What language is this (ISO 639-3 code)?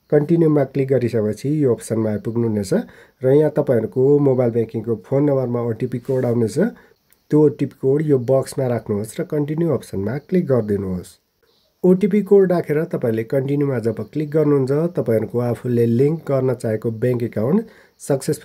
nep